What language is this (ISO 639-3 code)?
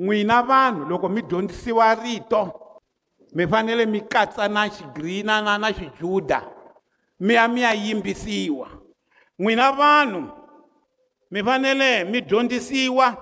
tso